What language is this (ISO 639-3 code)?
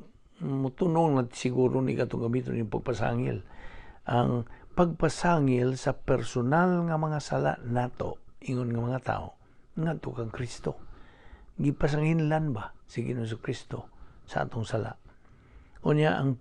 ceb